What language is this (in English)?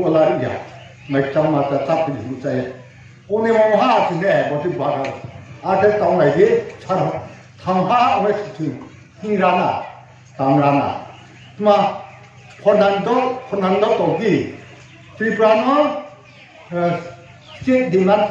Riang (India)